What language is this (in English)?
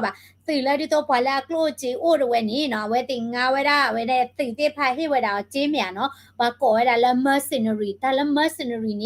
S'gaw Karen